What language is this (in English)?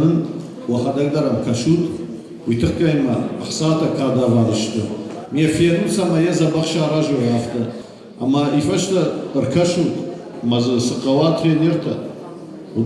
Ossetic